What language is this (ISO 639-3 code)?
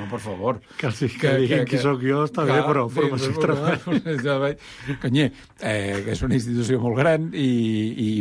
cat